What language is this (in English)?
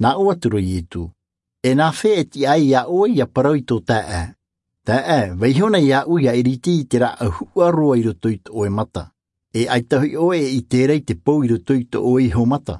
Tahitian